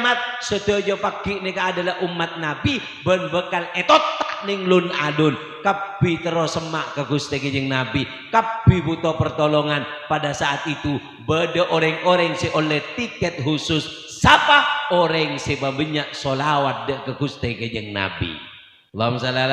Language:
Madurese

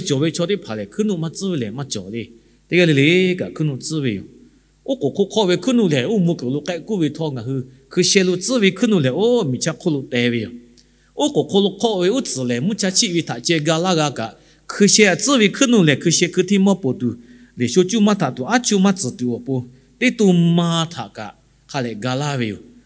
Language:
Lahu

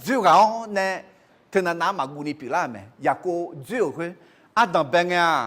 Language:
Akha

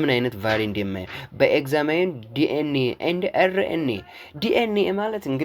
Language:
Amharic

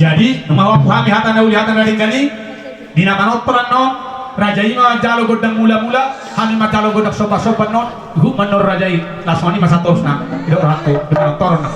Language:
Batak Toba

